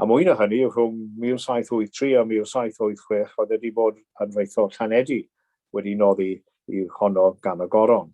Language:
Welsh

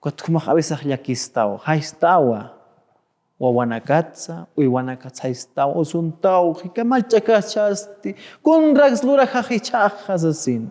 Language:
Aymara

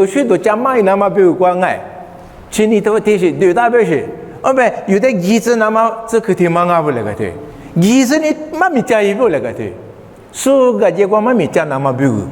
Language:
Lisu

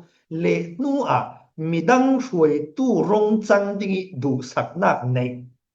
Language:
Falam Chin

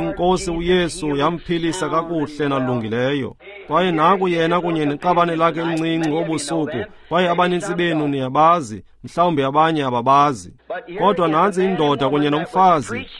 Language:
Xhosa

